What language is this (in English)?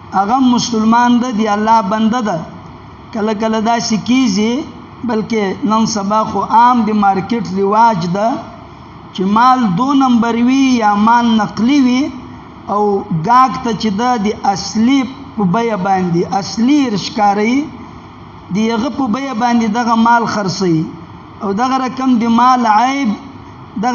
Pashto